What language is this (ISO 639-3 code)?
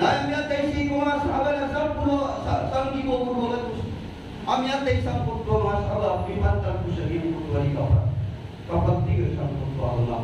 mrw